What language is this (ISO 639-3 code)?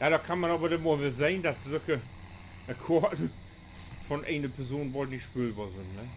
nds